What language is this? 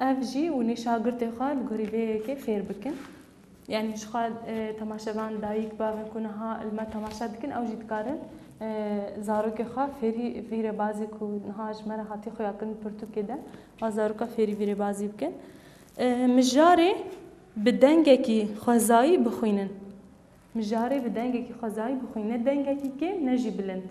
Kurdish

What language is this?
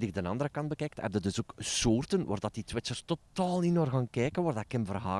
Dutch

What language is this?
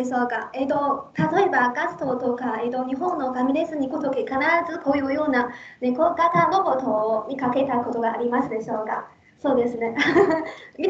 Japanese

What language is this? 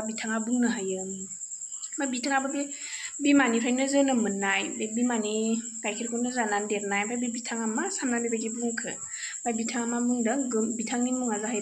Bodo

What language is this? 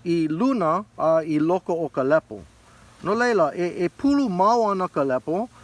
Hawaiian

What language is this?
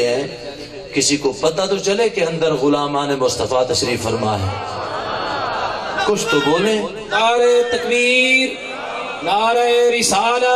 Urdu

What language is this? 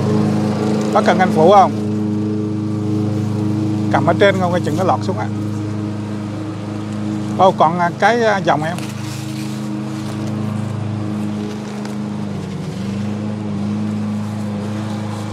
Vietnamese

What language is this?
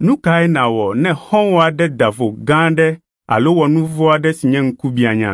Ewe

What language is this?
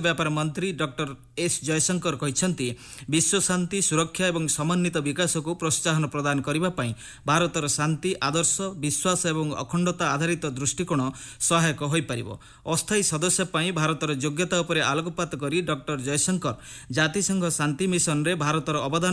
Odia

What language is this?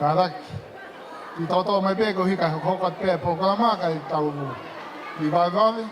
Tongan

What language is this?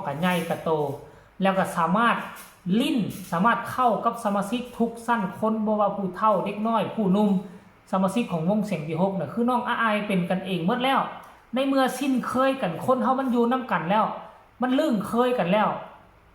Northeastern Thai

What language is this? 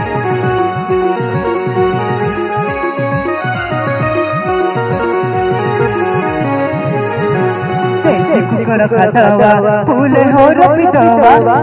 Bhojpuri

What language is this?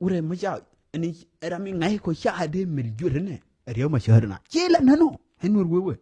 Nuer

